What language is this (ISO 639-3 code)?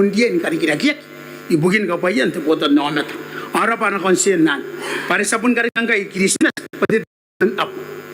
gil